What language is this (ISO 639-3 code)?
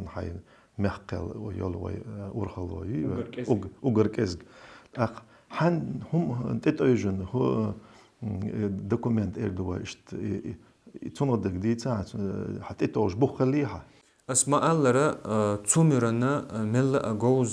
che